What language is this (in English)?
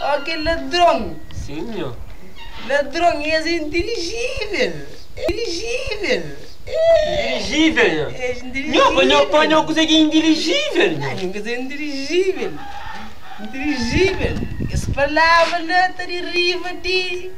Kabuverdianu